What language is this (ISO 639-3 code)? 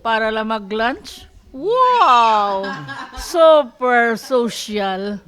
war